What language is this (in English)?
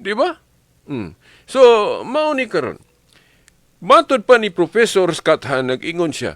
Cebuano